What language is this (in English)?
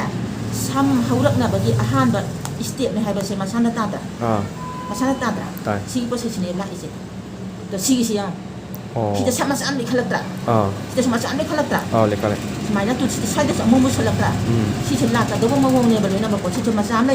Manipuri